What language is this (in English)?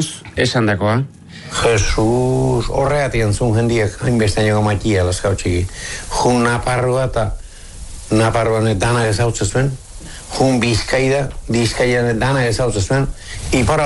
Basque